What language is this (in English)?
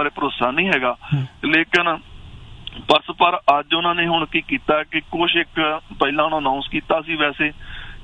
Punjabi